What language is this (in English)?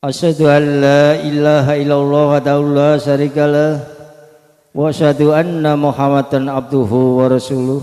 Javanese